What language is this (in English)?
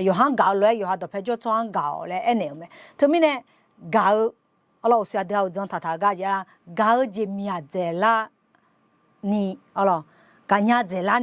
Akha